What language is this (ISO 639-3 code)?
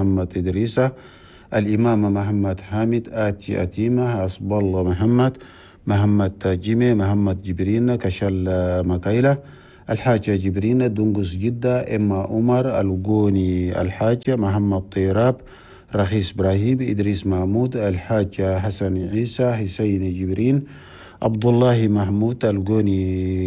shu